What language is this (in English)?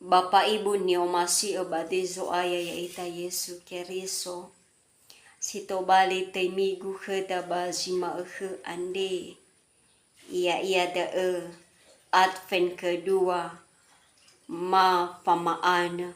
Nias